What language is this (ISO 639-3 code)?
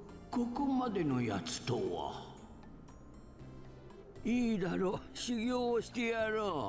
jpn